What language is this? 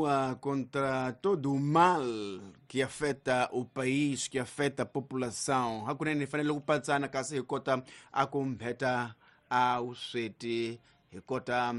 Tsonga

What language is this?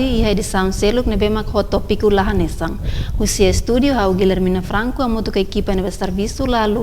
Tetum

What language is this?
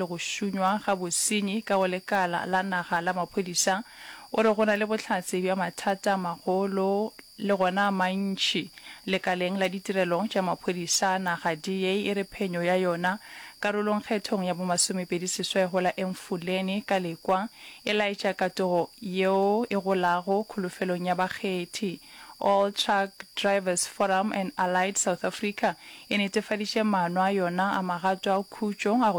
Northern Sotho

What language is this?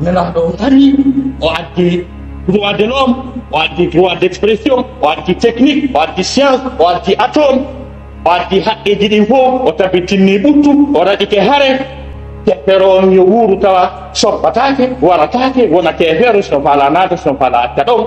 Fula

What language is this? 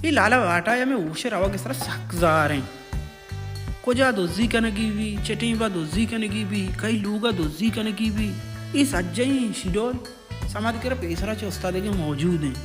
Baluchi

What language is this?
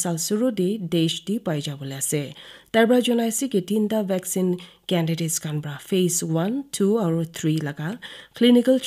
Naga Pidgin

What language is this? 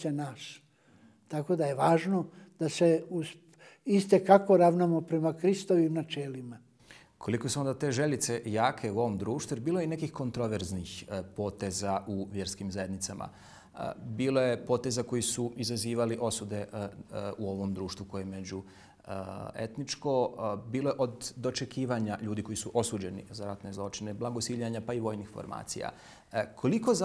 Bosnian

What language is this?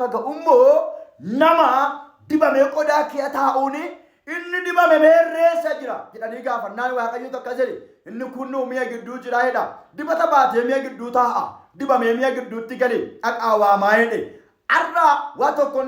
Oromo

